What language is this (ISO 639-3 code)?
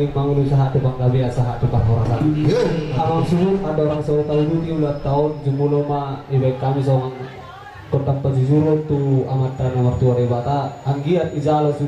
bbc